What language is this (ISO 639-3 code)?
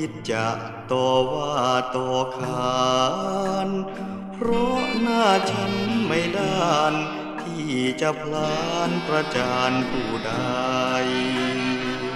tha